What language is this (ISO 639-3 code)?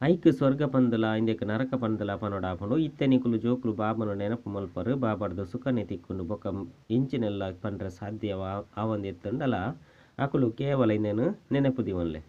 tcy